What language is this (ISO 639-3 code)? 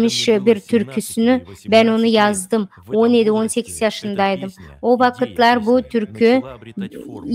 gag